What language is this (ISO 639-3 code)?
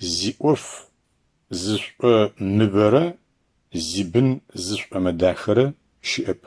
ady